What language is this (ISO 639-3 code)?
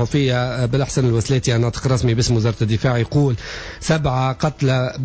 aeb